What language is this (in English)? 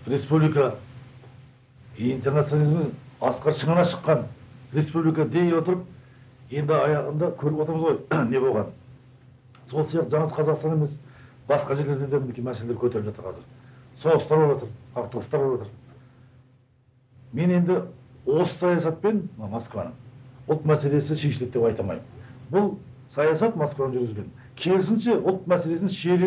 Kazakh